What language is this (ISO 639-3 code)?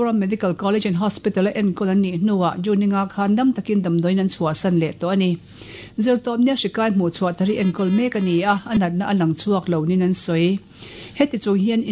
lus